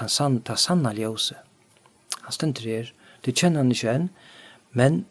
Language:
Faroese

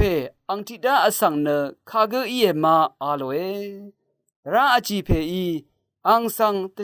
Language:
Rawang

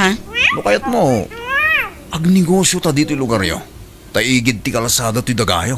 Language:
Iloko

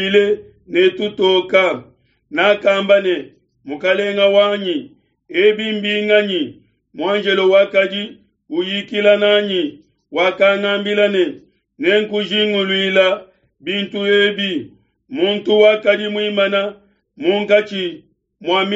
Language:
Luba-Lulua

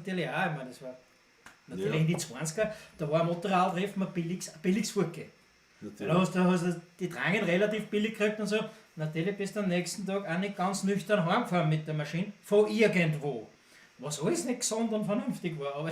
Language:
Bavarian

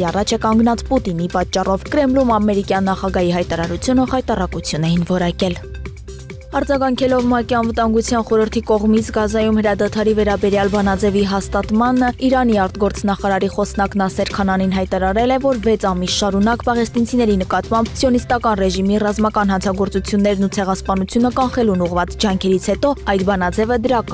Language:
Armenian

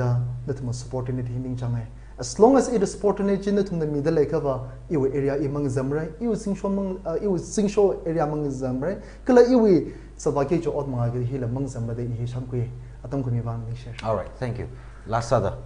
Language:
Tangkhul Naga (India)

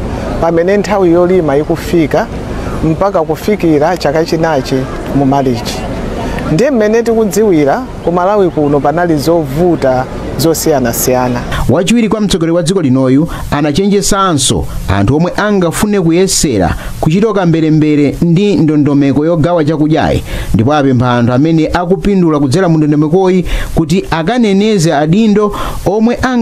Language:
Nyanja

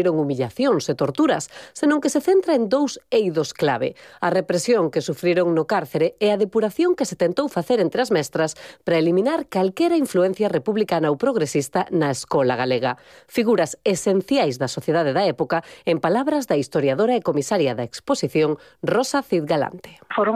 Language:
Galician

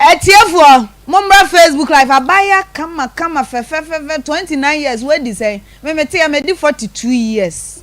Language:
Akan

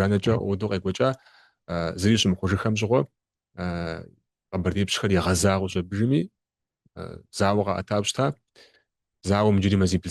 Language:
Kabardian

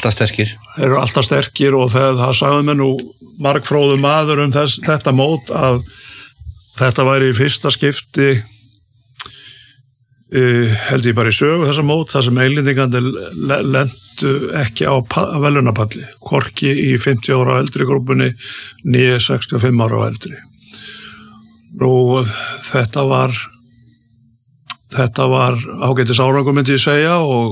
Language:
Icelandic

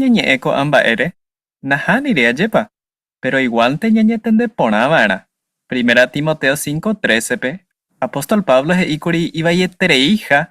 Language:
Guarani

